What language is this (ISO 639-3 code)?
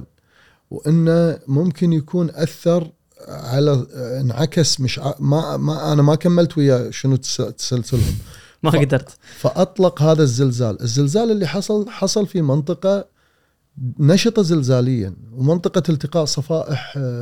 afb